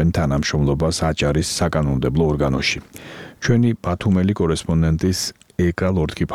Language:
Georgian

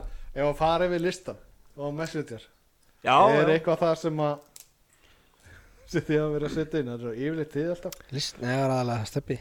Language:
Icelandic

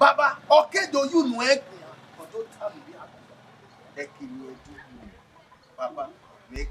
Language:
Bini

